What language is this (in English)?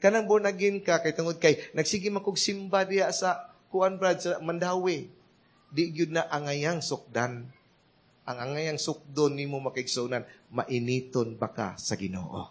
Cebuano